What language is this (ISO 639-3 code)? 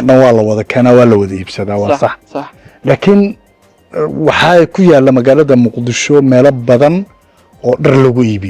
som